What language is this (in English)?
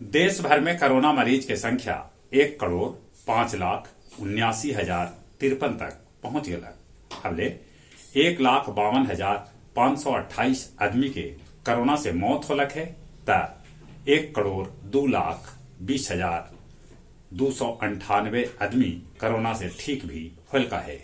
Magahi